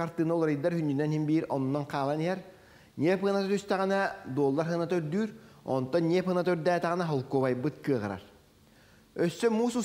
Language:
Yakut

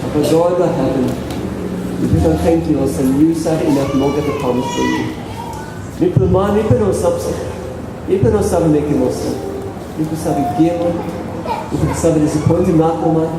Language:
Tok Pisin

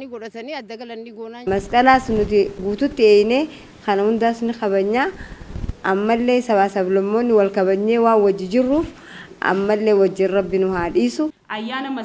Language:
Oromo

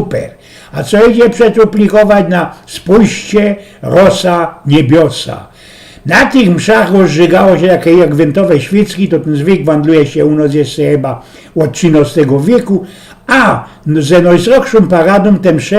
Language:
Silesian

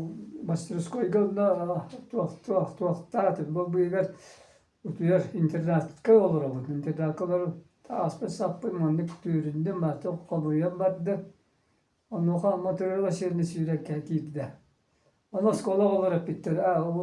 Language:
Yakut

